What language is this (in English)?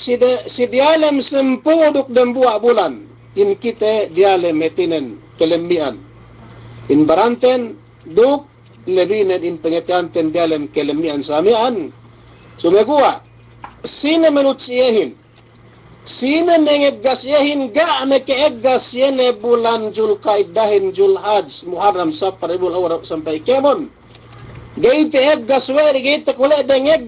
Yakan